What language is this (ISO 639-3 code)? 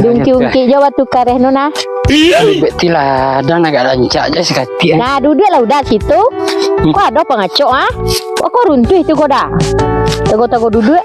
min